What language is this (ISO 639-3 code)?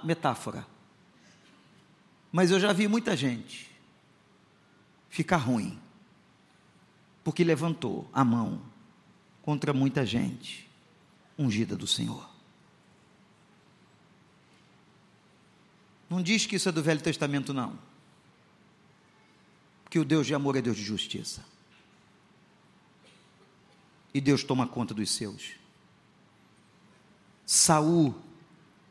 por